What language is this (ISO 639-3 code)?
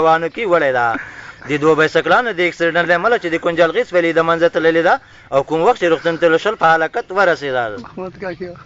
pus